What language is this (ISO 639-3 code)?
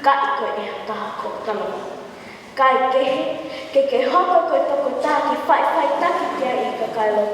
ton